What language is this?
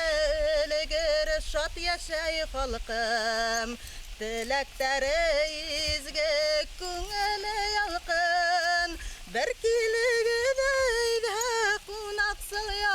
Bashkir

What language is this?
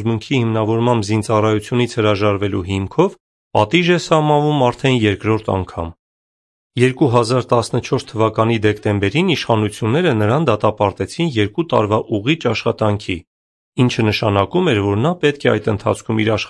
Armenian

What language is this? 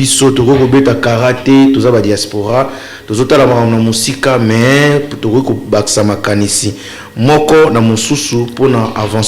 Lingala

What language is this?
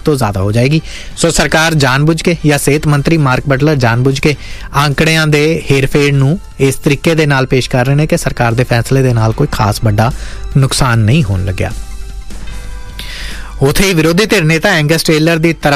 Punjabi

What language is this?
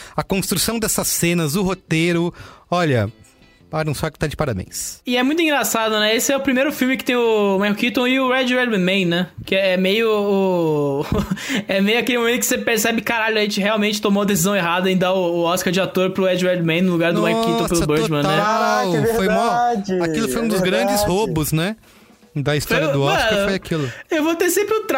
Portuguese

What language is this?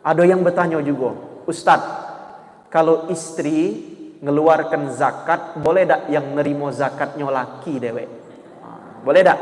Musi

